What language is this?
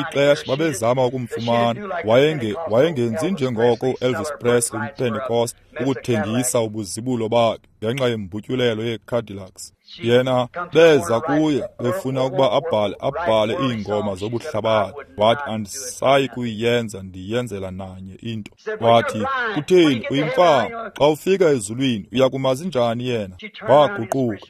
Xhosa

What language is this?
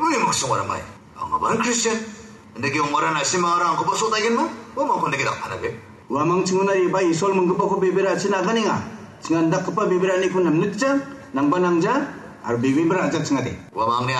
Garo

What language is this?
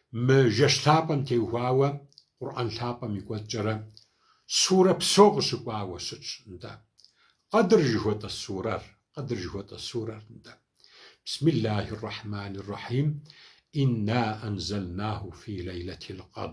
Kabardian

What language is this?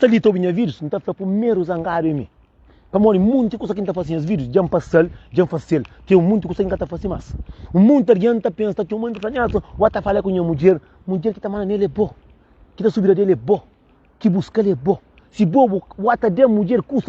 Kabuverdianu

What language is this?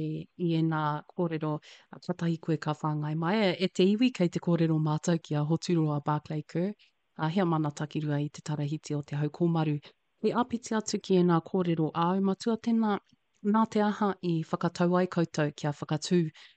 Māori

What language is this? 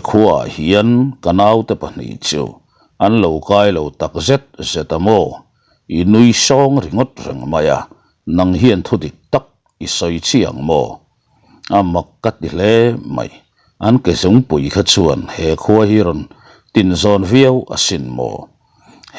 Mizo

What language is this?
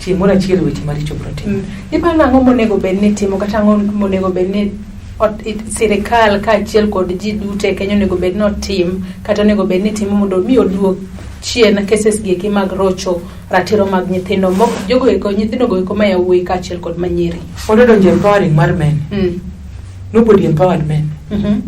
Luo (Kenya and Tanzania)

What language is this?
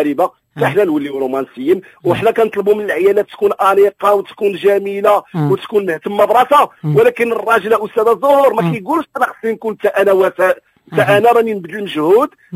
Moroccan Arabic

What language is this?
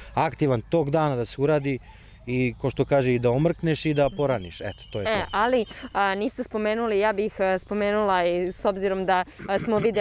Serbian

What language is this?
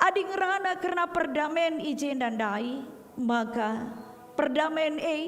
Batak Karo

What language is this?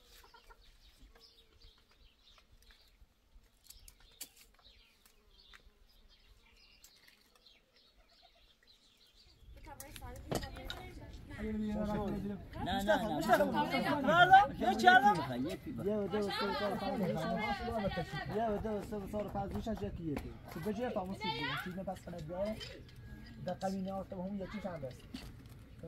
Persian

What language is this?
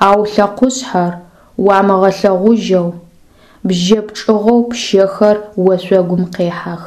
Adyghe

